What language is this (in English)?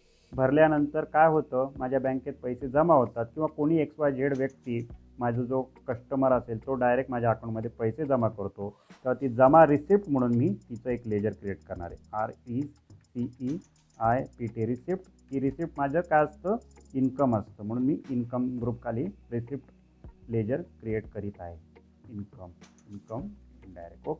Marathi